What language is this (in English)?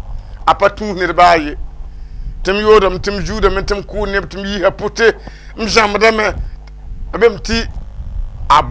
Mossi